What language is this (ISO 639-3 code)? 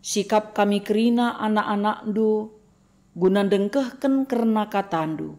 btx